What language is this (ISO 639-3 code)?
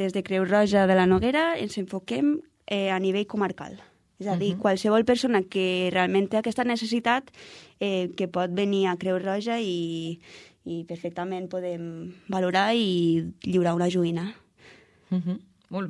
cat